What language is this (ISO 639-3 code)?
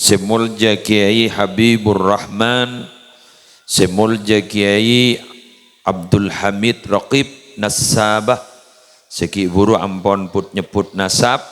mad